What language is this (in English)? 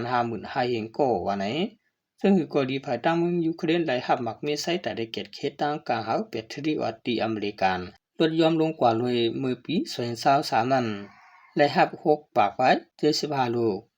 Shan